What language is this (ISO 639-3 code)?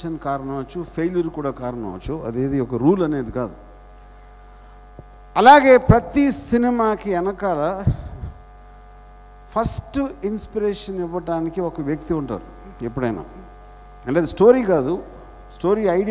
tel